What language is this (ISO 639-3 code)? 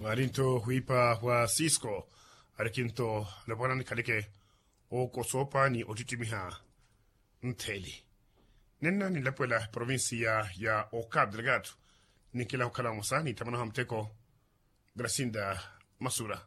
vmw